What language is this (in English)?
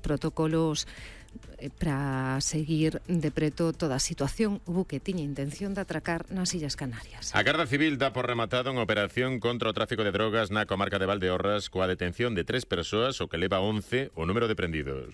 Galician